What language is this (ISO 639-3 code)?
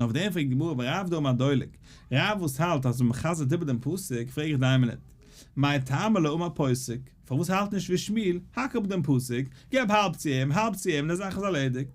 yid